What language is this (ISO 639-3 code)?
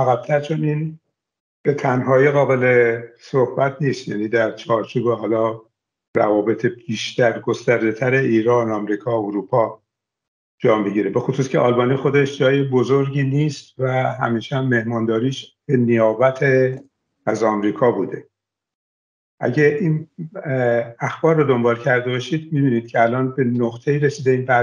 fas